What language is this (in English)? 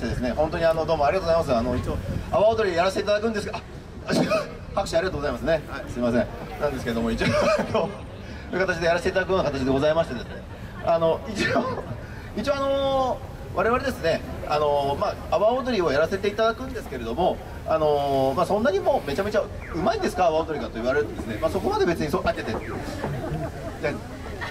Japanese